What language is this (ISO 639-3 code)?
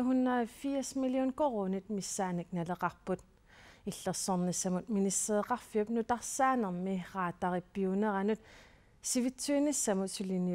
kal